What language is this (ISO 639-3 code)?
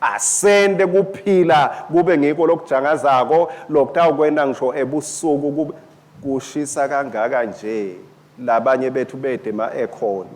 ssw